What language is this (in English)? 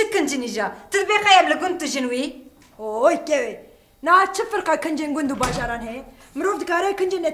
Kurdish